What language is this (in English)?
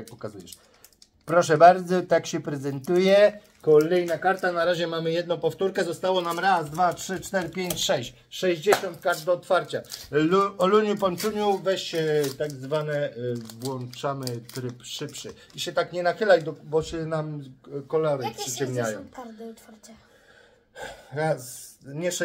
Polish